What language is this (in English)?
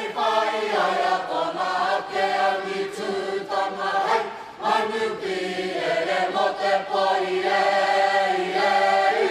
Māori